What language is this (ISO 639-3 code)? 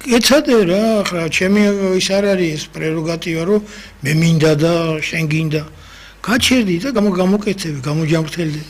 kat